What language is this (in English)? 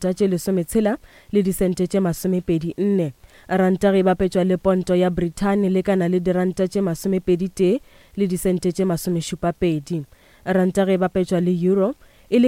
Northern Sotho